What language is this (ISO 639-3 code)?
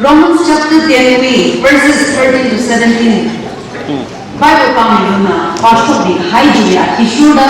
nmf